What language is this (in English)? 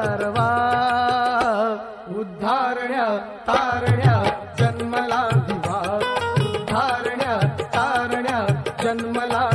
Marathi